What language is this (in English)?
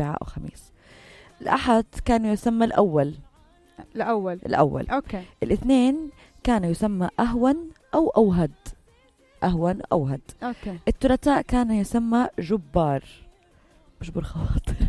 North Levantine Arabic